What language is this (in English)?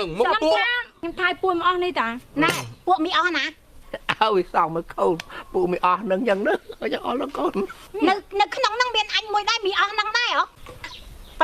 Khmer